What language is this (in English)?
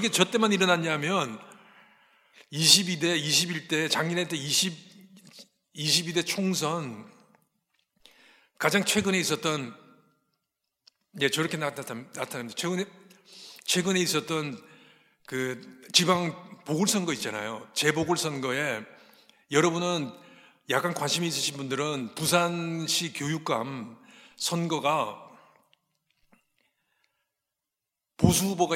Korean